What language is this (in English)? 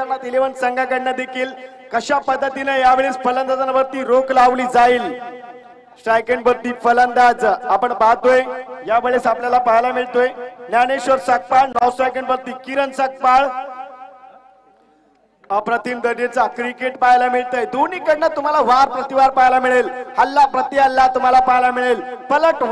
Marathi